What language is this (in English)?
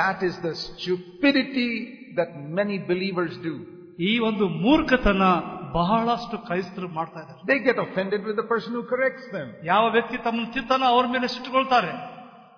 Kannada